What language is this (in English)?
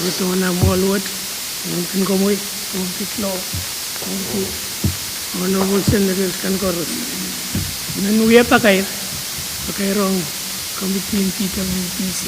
Pohnpeian